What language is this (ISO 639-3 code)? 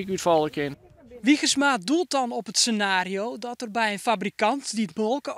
fry